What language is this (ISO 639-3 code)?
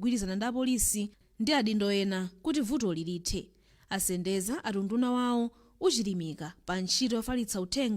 nya